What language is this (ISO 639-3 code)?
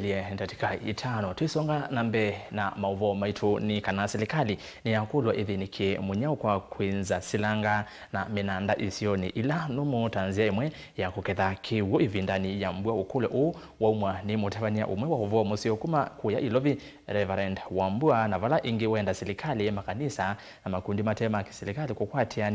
kam